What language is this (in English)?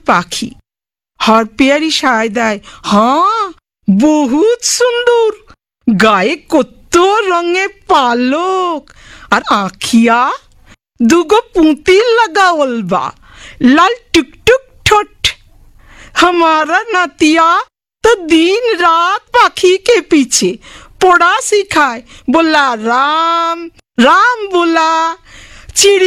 Bangla